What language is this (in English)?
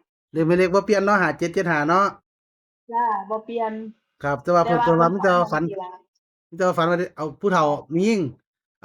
Northeastern Thai